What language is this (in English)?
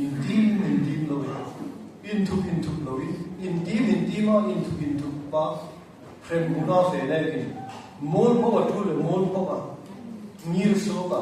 Hmar